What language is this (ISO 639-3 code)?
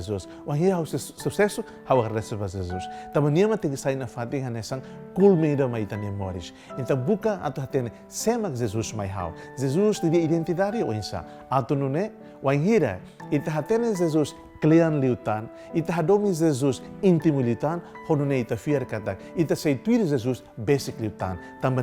tet